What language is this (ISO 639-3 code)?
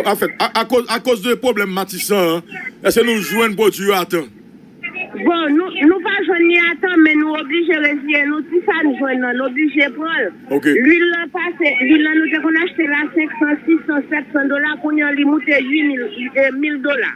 hat